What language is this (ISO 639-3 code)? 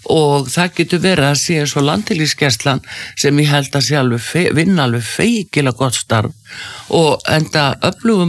isl